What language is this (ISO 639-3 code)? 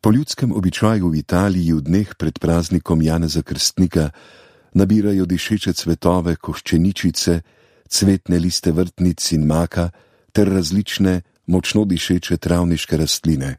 slv